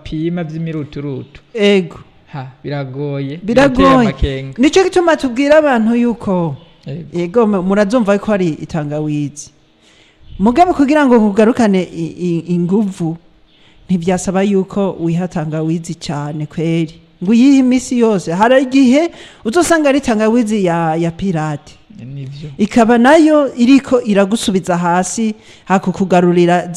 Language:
Rundi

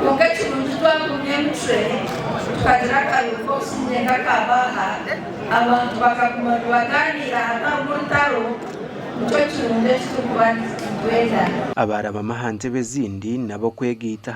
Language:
Nyankole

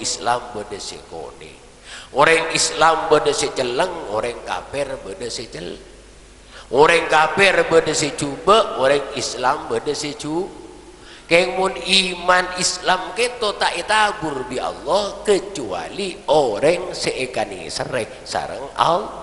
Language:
Madurese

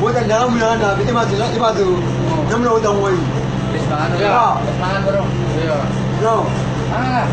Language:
Batak Toba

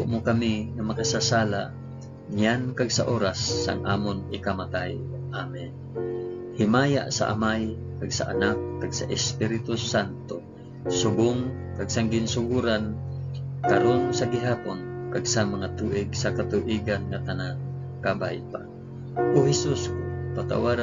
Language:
Hiligaynon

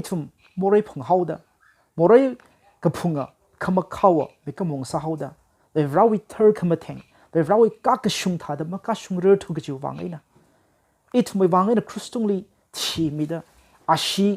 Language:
Tangkhul Naga (India)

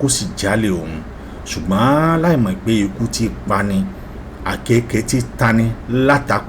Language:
Yoruba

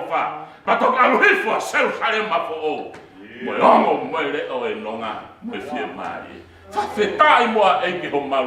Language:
Tongan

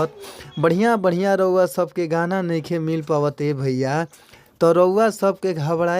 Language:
Bhojpuri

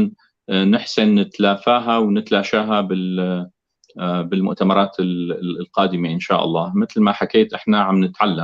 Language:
North Levantine Arabic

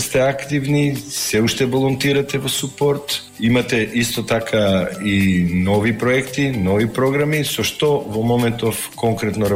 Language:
Macedonian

